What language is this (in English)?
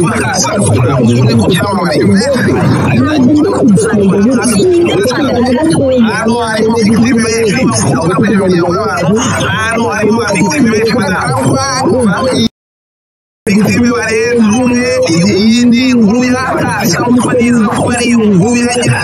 Kinyarwanda